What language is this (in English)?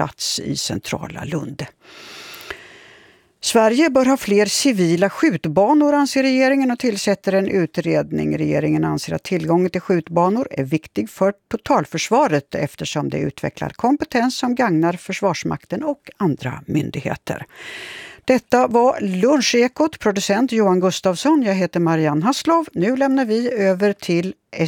Swedish